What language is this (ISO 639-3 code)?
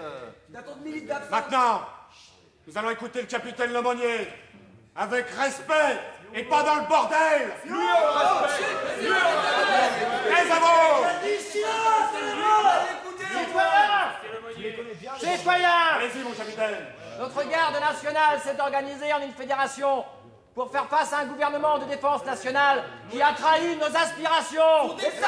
fra